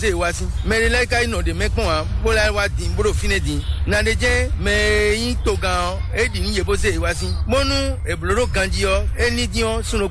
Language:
Fon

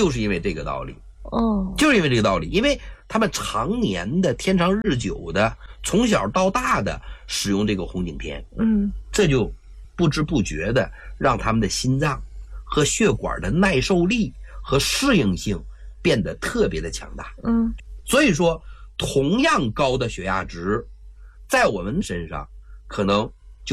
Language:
Chinese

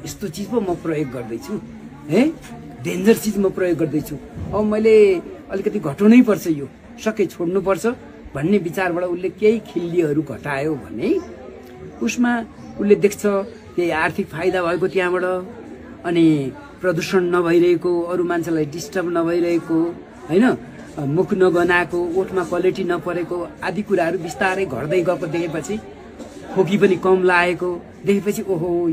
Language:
Nepali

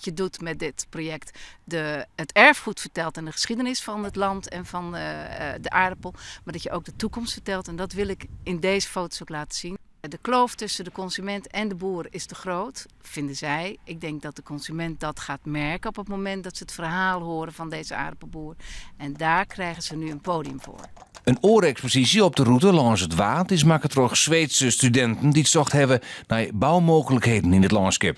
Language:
Western Frisian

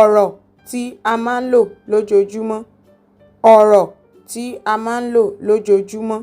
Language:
Yoruba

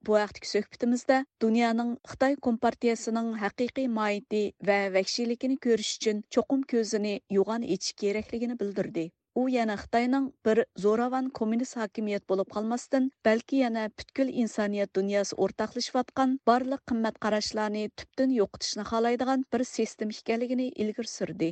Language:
Uyghur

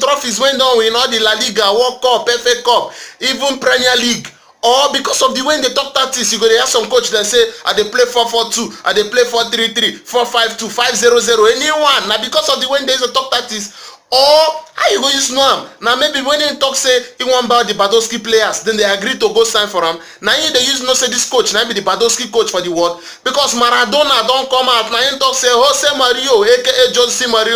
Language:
Nigerian Pidgin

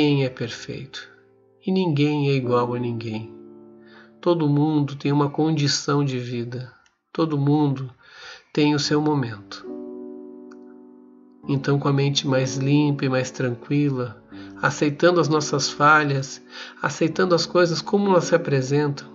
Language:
Portuguese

